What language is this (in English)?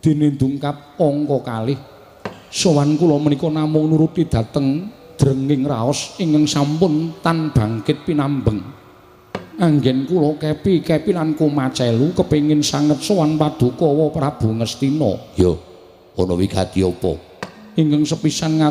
Javanese